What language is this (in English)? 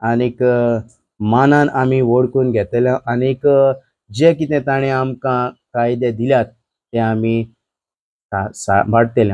Konkani